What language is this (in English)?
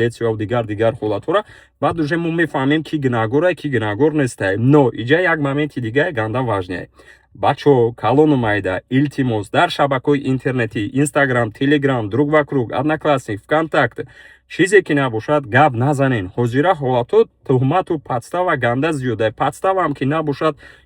Tajik